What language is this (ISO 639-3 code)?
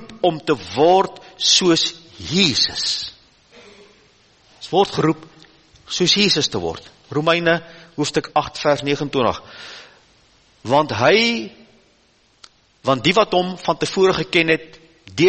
afr